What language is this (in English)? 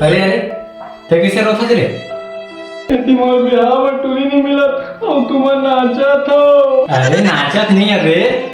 Chhattisgarhi